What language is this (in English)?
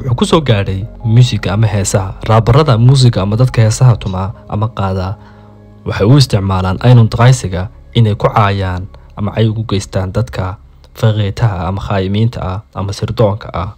Somali